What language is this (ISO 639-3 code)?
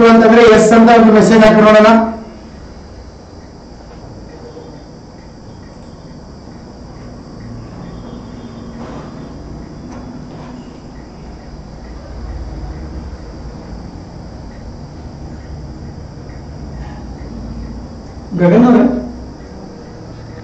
kan